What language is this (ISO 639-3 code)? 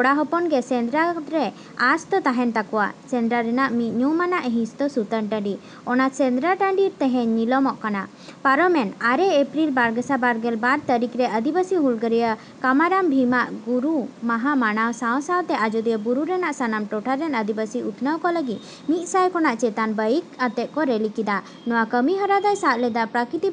sat